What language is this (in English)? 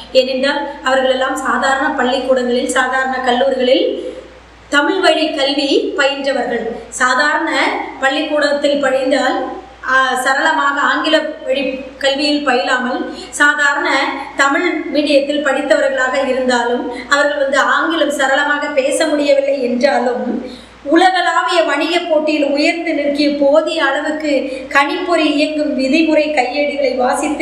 Tamil